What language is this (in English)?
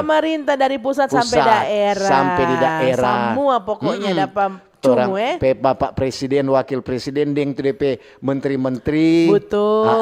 Manado Malay